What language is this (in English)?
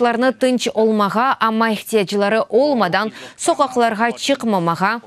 Crimean Tatar